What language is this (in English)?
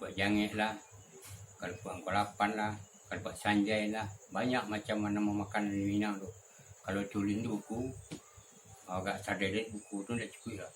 Minangkabau